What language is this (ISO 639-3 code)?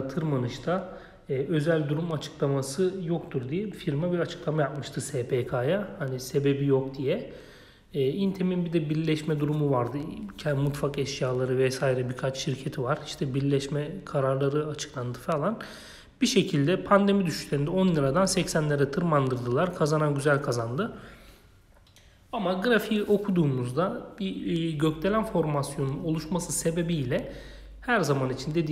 tur